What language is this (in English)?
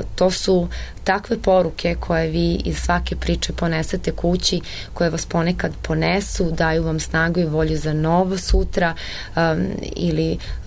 Serbian